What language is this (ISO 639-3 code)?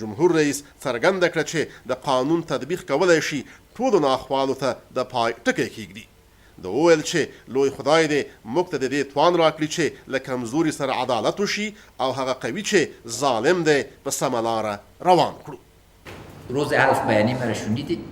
pus